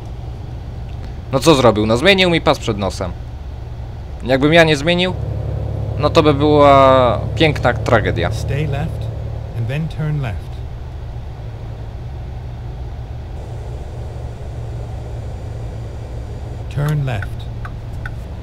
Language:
Polish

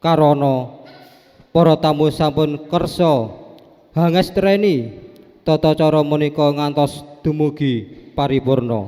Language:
Javanese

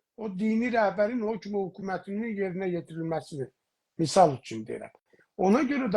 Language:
South Azerbaijani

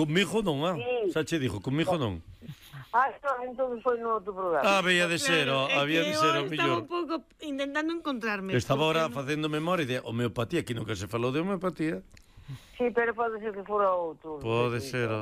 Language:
Galician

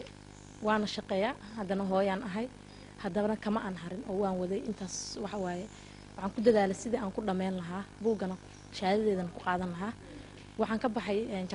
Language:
Somali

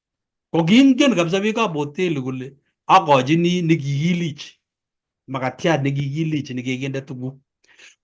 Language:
Kalenjin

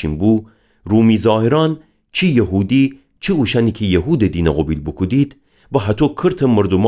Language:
Gilaki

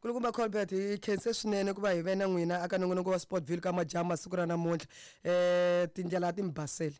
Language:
Tsonga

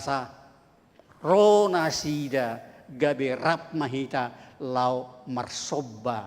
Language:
Batak Toba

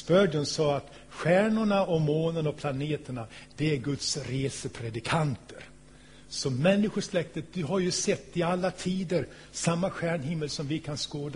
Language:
Swedish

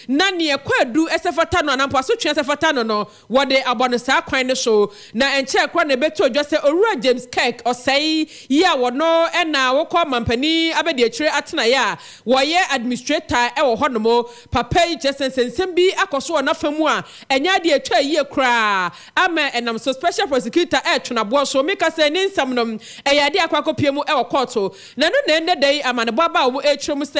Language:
Akan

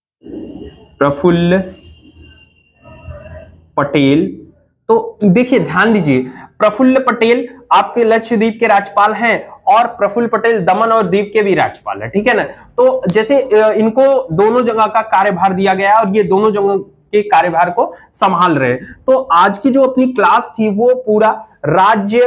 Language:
Hindi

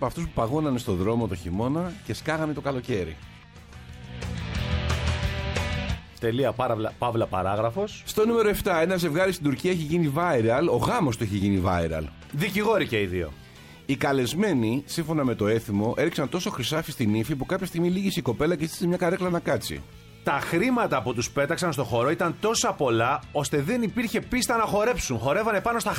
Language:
Greek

